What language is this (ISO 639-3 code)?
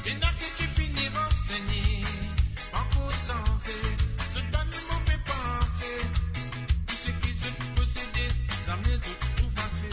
mfe